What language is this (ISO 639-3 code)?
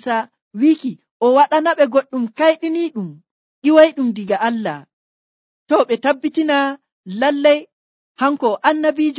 fuv